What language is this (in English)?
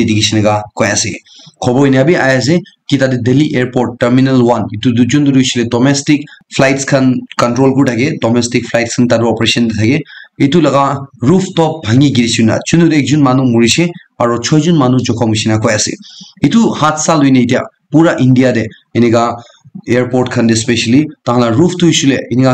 Naga Pidgin